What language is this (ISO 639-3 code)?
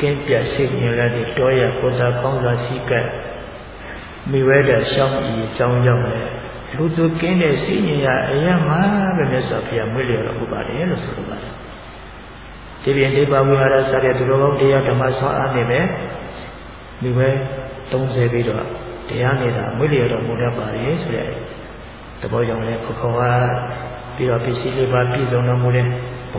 mya